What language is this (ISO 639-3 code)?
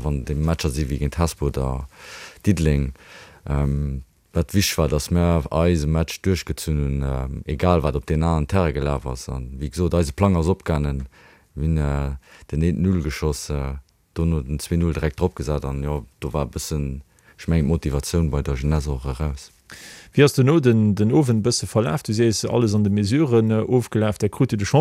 ltz